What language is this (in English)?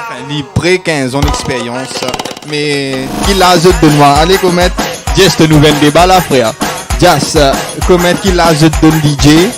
Morisyen